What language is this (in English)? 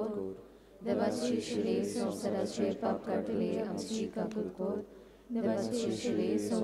Konkani